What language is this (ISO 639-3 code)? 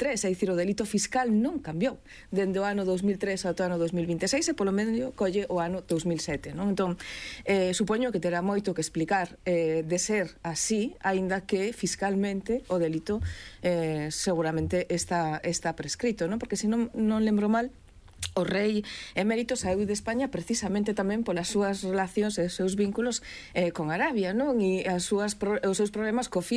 glg